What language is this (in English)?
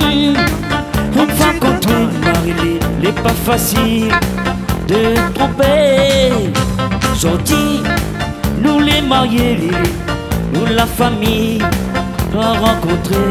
Réunion Creole French